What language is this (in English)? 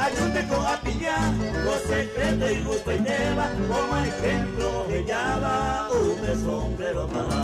Guarani